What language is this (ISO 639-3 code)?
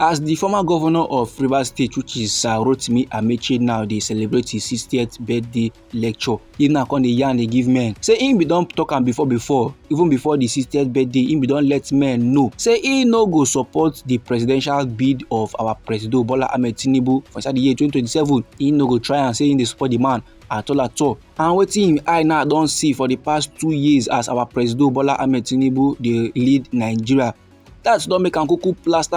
pcm